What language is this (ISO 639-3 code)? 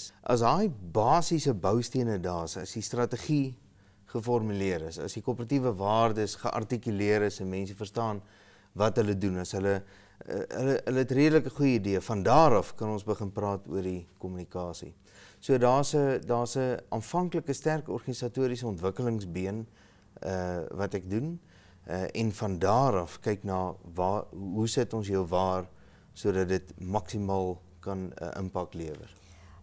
afr